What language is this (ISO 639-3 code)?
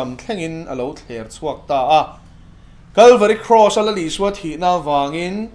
lus